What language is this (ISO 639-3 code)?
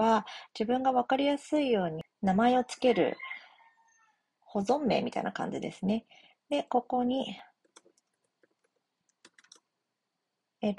jpn